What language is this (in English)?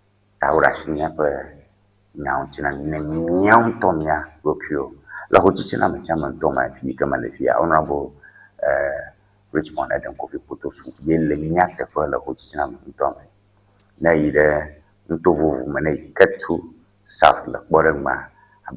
Ewe